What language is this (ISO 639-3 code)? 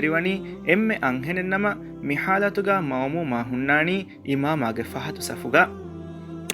div